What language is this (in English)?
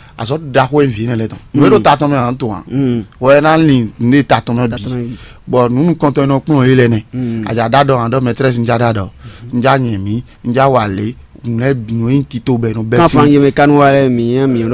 Fon